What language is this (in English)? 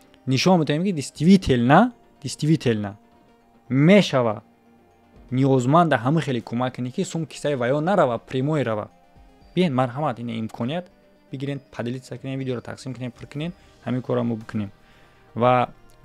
Tajik